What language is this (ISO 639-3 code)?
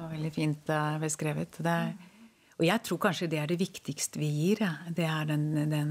nor